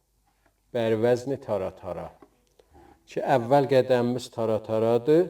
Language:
South Azerbaijani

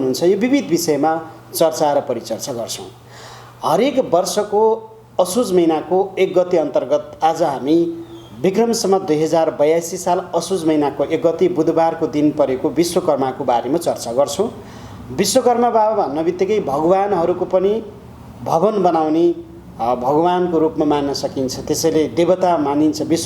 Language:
Nepali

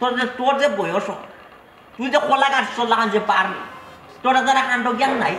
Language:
Sylheti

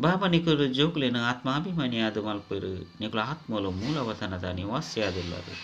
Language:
Tulu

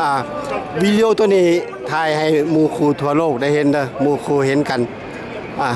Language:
Lao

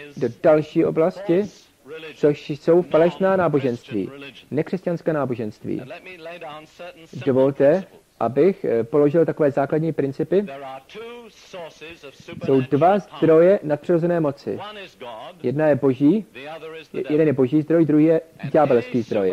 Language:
Czech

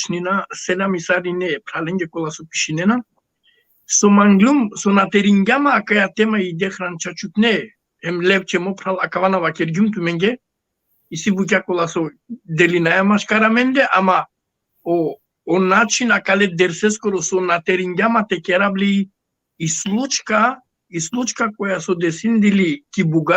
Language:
Balkan Romani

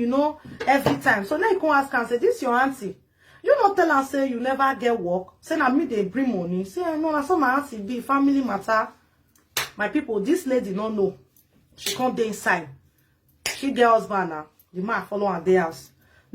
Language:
Nigerian Pidgin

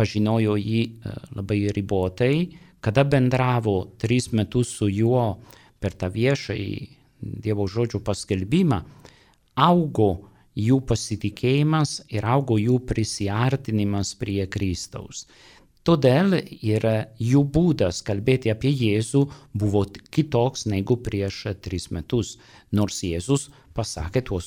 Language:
Lithuanian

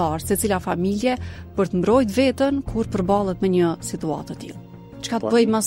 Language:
Albanian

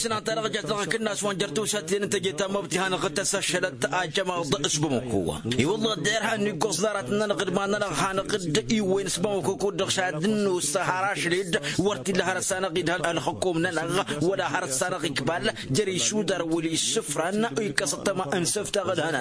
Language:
Tamasheq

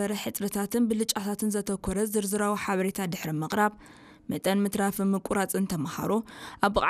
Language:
Tigrinya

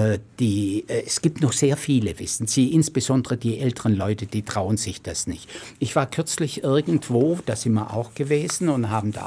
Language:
German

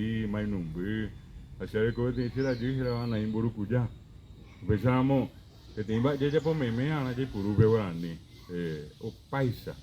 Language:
Guarani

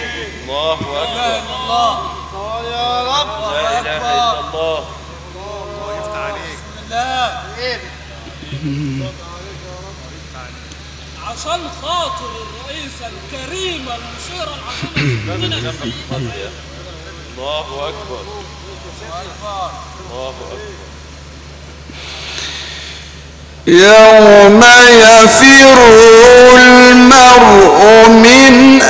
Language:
Arabic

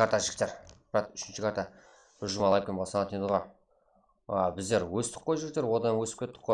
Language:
Kara-Kalpak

